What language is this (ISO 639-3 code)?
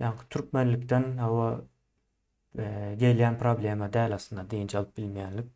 tuk